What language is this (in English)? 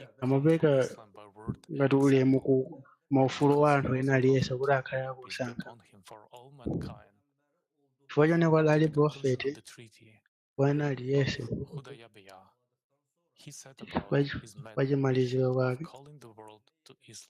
Nyanja